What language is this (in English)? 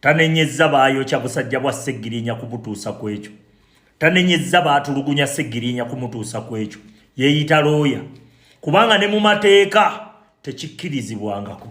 Ganda